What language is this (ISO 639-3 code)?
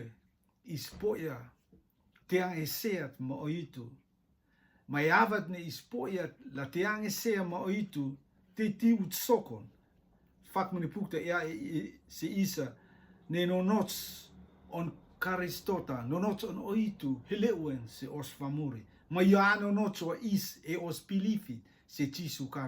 rtm